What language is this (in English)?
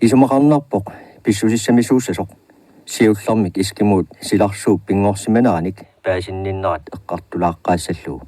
Kalaallisut